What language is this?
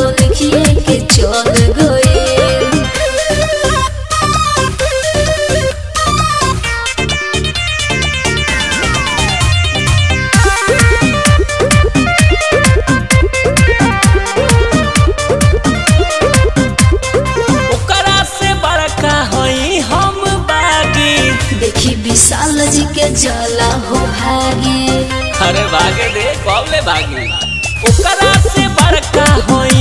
Bhojpuri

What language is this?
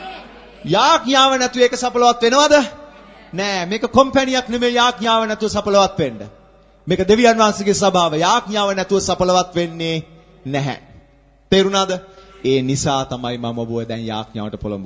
Sinhala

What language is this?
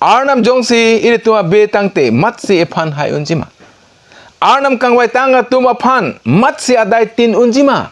Karbi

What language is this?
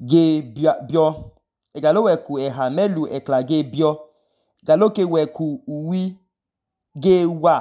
Idoma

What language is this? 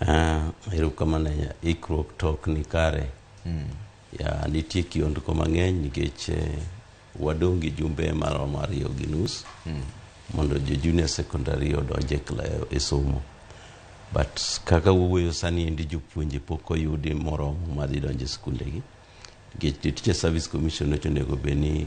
Luo (Kenya and Tanzania)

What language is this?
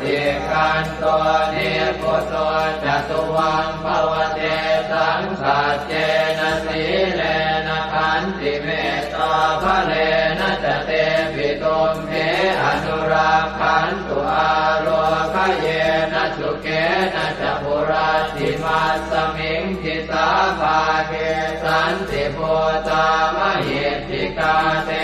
Pali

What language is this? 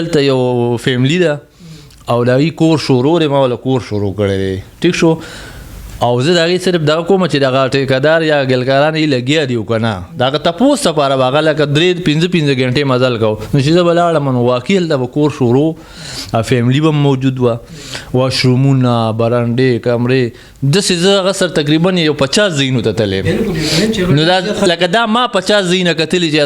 Pashto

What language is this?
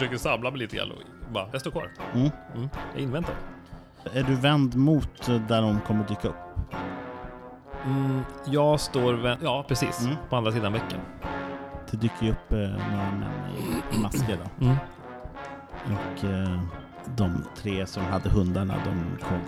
Swedish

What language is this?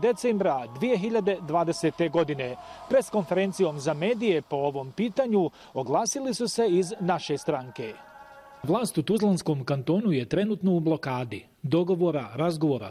Bosnian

